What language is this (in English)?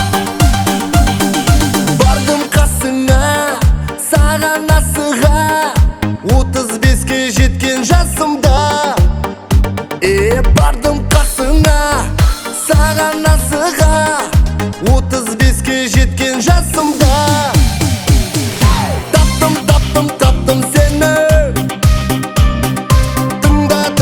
Kazakh